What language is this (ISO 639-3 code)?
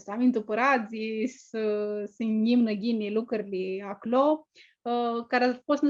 rup